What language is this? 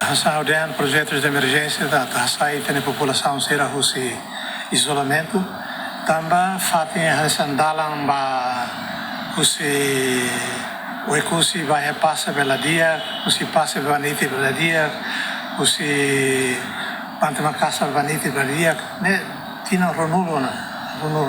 Tetum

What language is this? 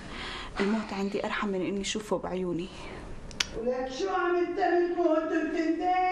North Levantine Arabic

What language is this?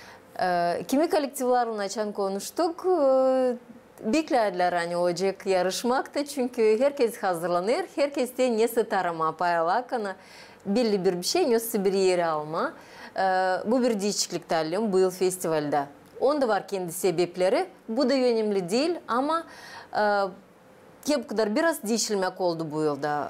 Gagauz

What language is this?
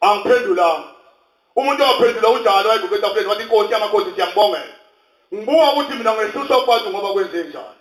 Zulu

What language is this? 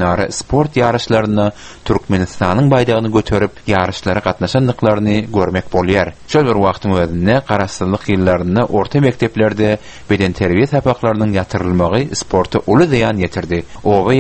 Turkmen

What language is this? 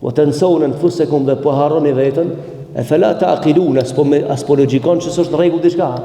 Albanian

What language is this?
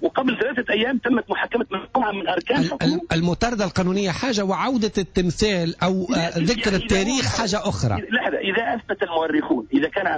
Tunisian Arabic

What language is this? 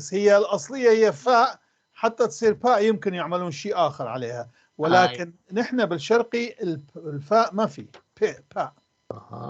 North Levantine Arabic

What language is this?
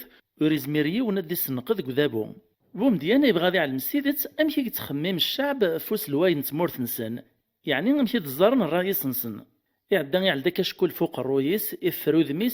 Kabyle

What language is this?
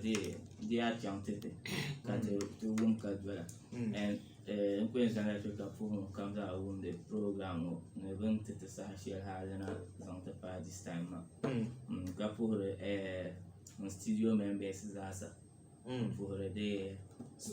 Dagbani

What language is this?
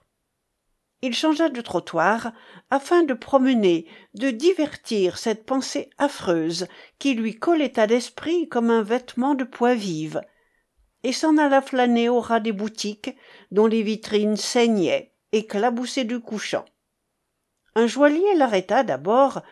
French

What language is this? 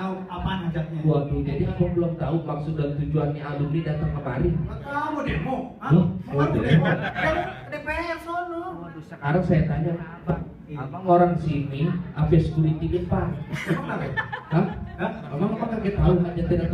Betawi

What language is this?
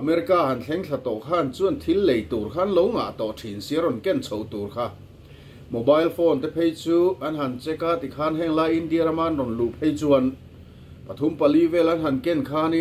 Mizo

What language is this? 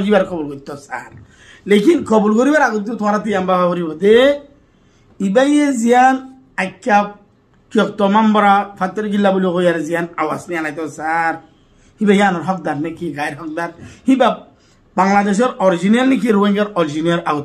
Rohingya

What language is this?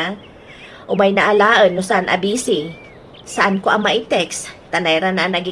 Iloko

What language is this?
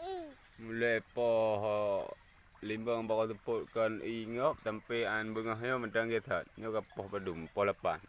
Achinese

